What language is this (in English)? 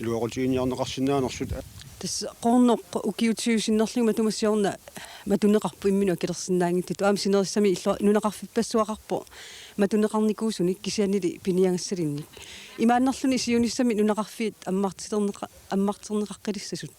Kalaallisut